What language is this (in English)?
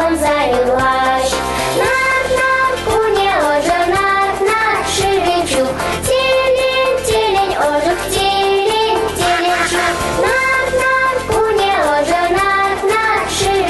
Chuvash